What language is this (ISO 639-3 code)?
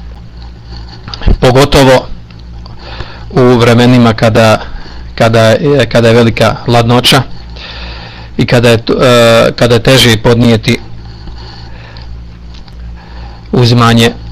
bos